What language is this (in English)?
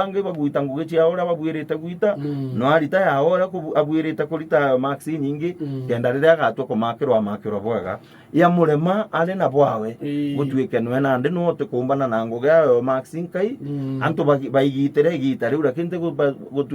Meru